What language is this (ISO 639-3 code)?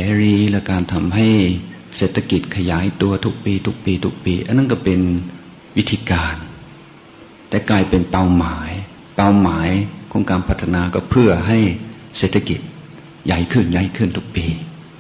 tha